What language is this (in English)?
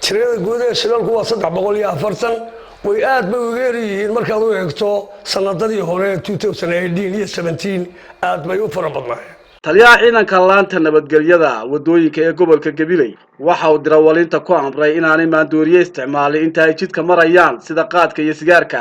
Somali